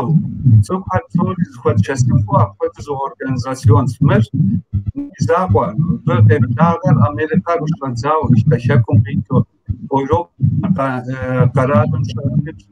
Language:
Kabardian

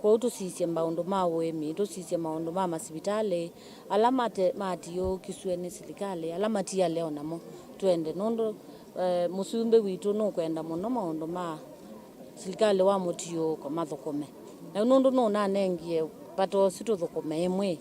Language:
Kamba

